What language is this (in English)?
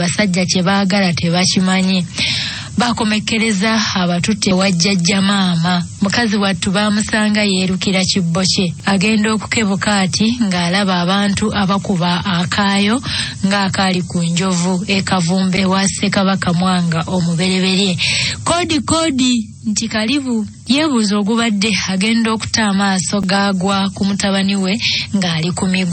Ganda